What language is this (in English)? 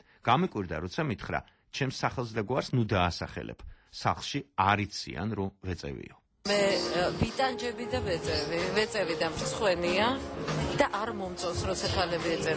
Georgian